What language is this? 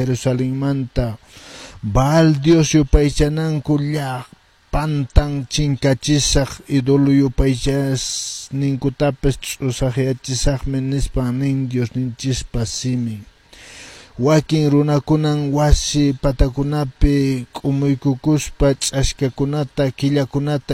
Quechua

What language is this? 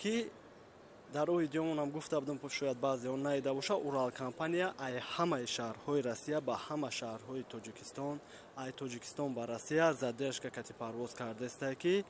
Tajik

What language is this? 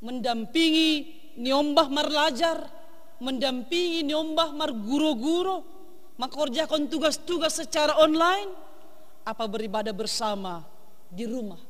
Batak Simalungun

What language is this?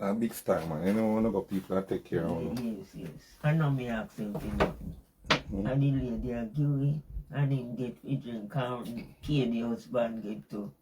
Jamaican Creole English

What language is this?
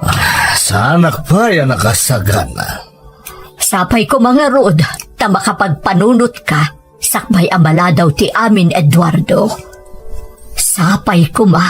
Iloko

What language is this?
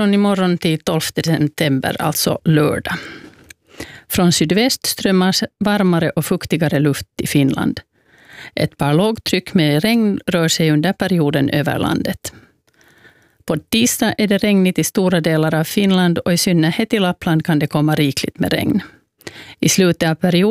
Swedish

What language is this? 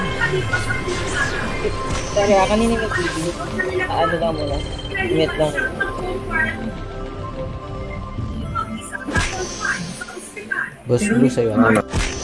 Filipino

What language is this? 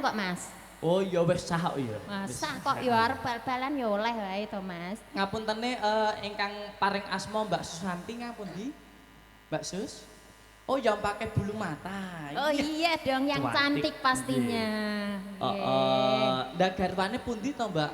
Javanese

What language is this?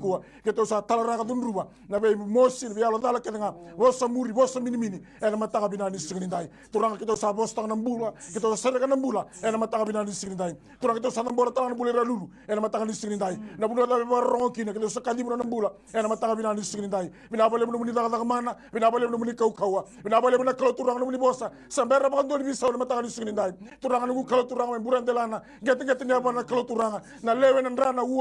Fijian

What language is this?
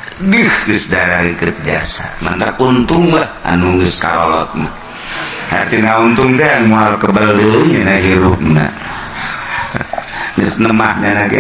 Sundanese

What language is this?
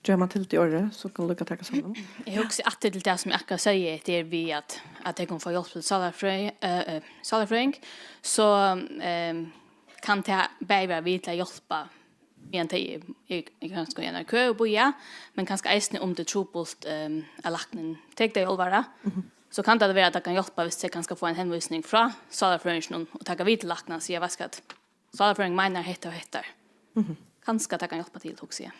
Faroese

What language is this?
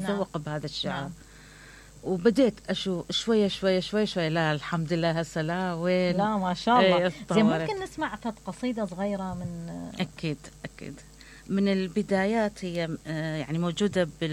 Mesopotamian Arabic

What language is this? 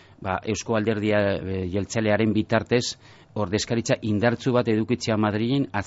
Basque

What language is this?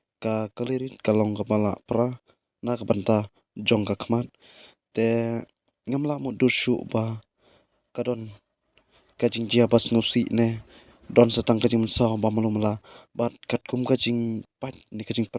Khasi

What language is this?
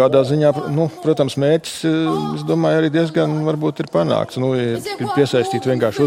Latvian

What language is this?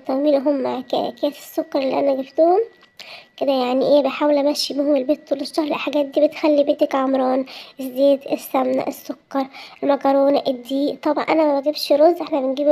Egyptian Arabic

